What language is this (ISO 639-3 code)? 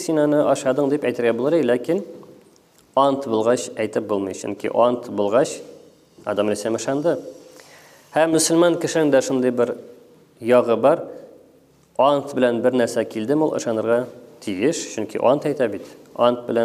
tat